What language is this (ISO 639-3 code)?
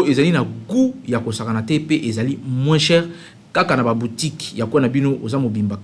lin